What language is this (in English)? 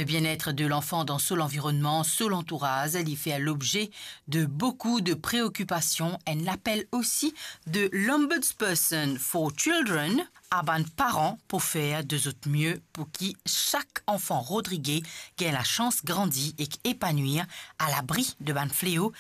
Morisyen